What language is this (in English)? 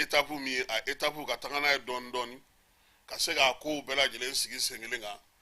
Bambara